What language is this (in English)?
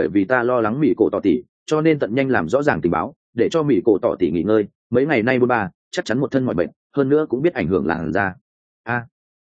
Vietnamese